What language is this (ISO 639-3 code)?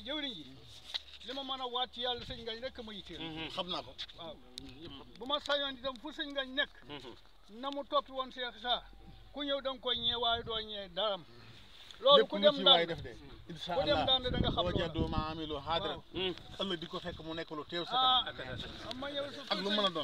wol